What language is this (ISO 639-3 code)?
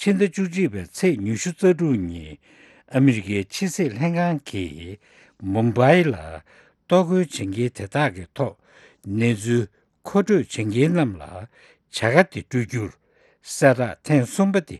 bod